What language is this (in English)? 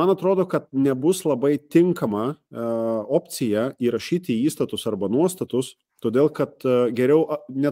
Lithuanian